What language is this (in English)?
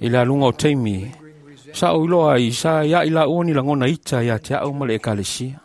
Samoan